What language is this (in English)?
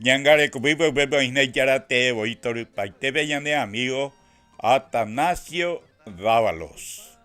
Guarani